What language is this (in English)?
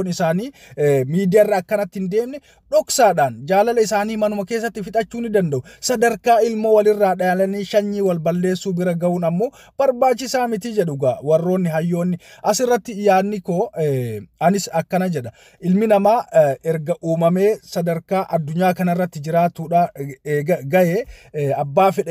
Oromo